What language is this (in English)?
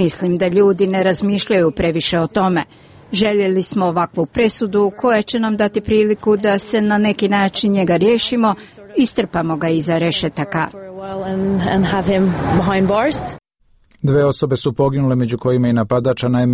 Croatian